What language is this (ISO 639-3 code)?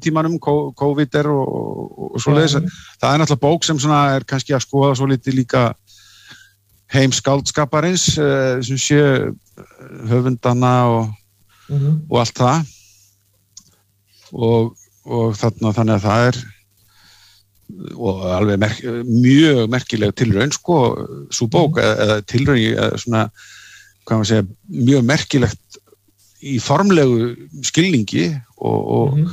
isl